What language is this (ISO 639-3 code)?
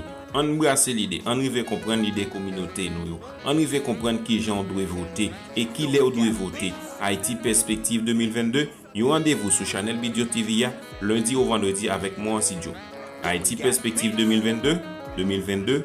hat